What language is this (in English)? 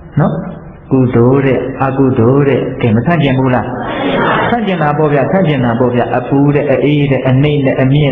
Burmese